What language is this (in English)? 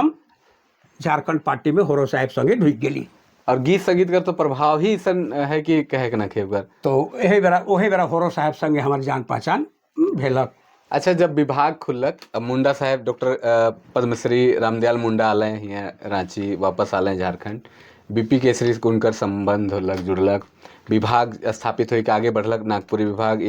Sadri